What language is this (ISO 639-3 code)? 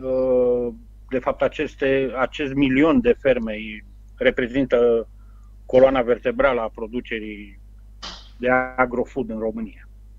ron